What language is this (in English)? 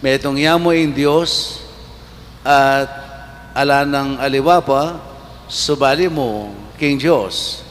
Pampanga